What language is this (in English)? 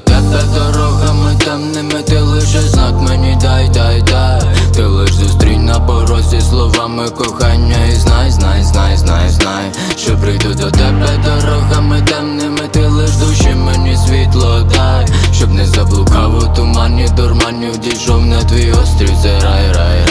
Ukrainian